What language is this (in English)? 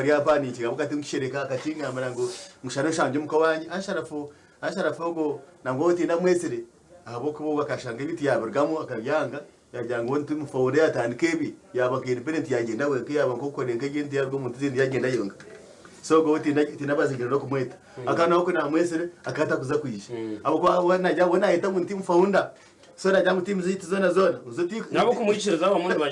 Nyankole